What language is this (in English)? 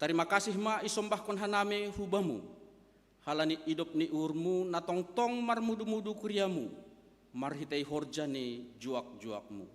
Batak Simalungun